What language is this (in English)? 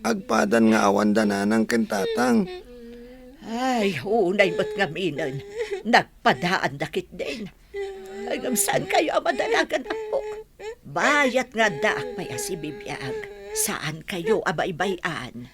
Iloko